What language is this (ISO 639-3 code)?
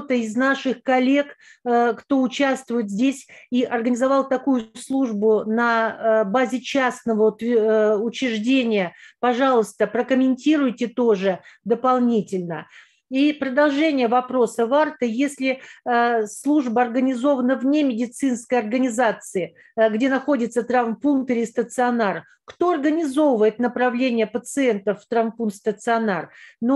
rus